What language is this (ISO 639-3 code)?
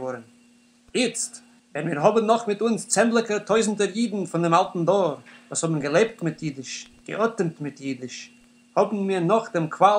yid